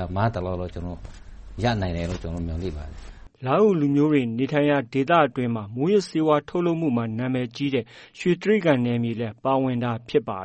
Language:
Burmese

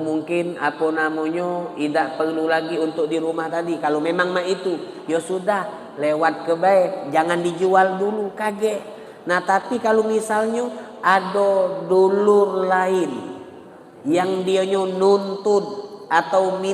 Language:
Musi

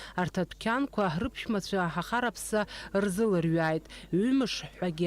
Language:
Abkhazian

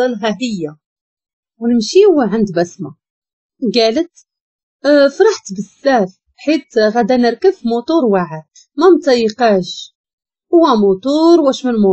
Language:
Moroccan Arabic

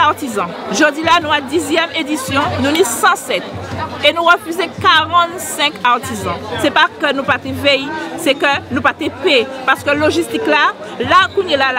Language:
Guadeloupean Creole French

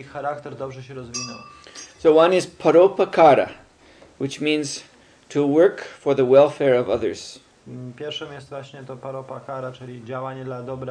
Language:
Polish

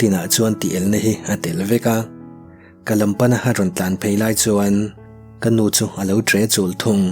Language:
Mizo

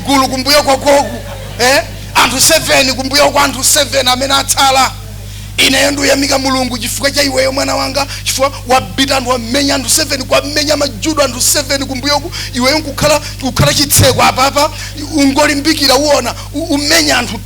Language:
Nyanja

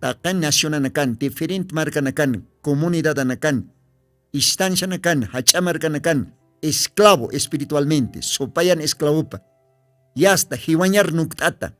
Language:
Aymara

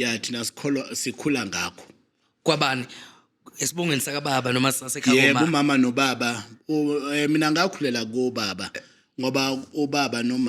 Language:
Zulu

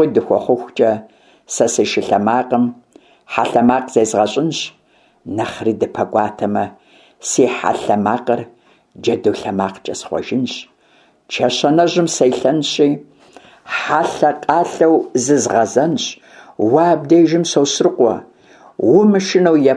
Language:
Kabardian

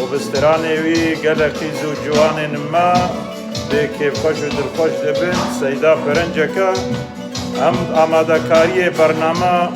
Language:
Kurdish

